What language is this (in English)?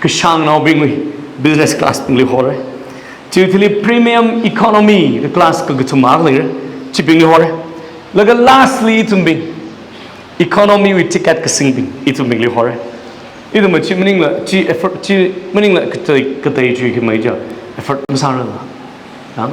Tangkhul Naga (India)